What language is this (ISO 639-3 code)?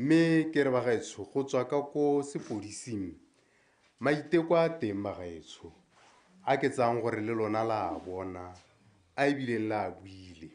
tsn